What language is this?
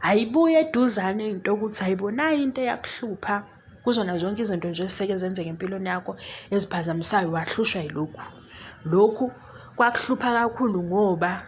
Zulu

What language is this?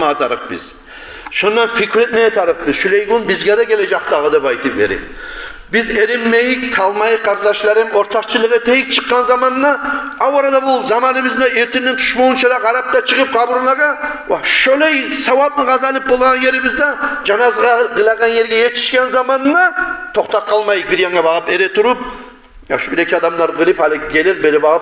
Kumyk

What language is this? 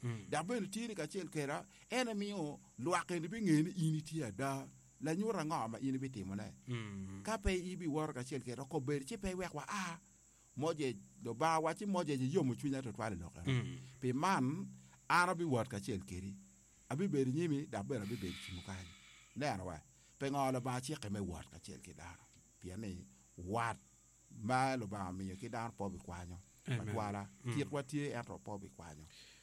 Acoli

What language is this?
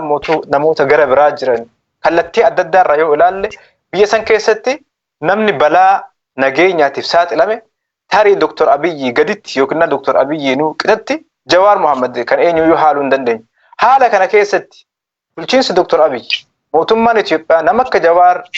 Oromo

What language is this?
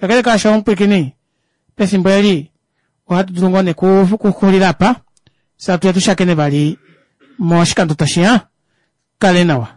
Kuanyama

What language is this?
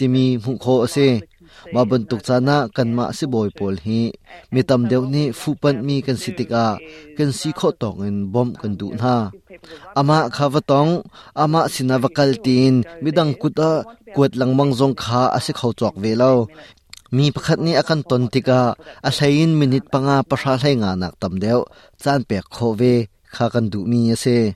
Hakha Chin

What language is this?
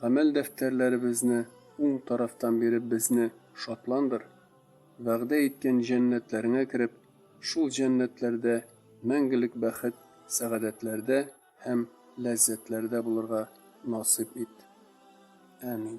Tatar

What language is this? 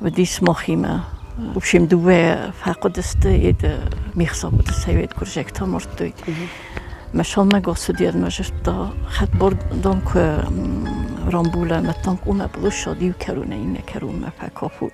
Ossetic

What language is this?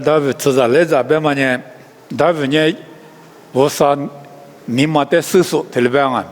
Lisu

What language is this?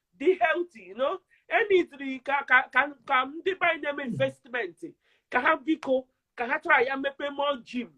Igbo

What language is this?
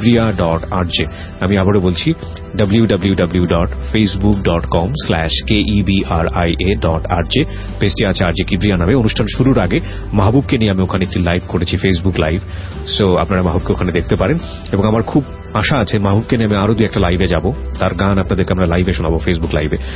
Bangla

